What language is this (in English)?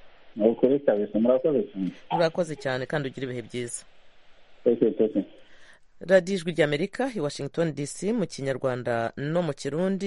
Kinyarwanda